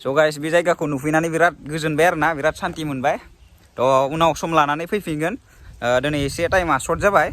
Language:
Bodo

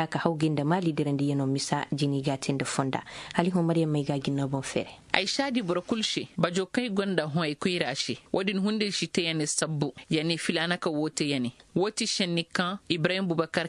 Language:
Koyraboro Senni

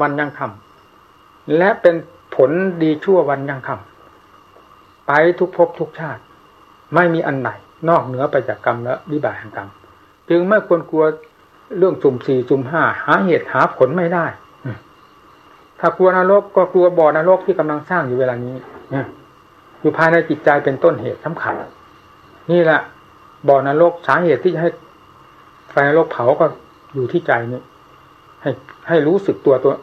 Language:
Thai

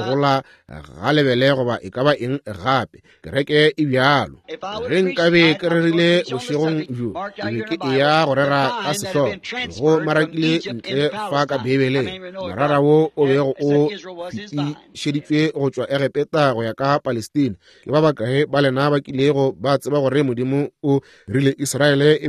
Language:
Northern Sotho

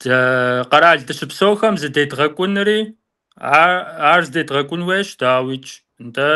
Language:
Kabardian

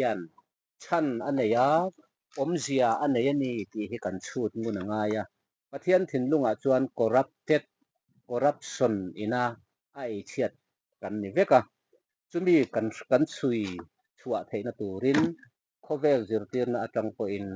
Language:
Mizo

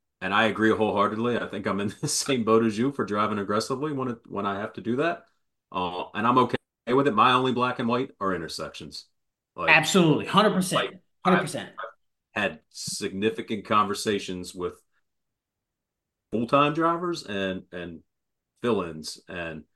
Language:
English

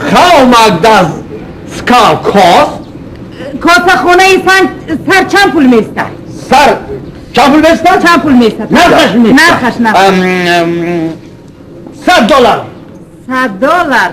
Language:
Tajik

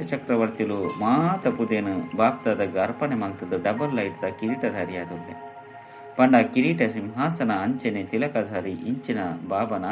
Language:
Tulu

